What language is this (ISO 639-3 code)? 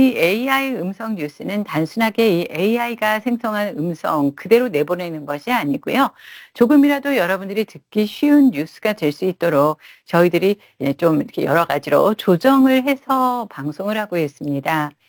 kor